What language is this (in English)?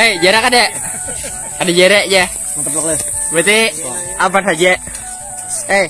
Banjar